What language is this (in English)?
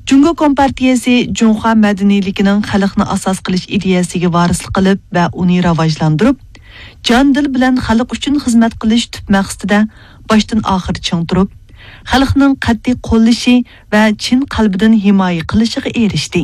Uyghur